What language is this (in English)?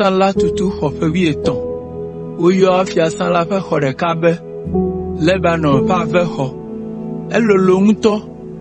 Ewe